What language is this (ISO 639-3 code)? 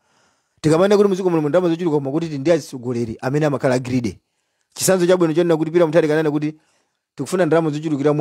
nya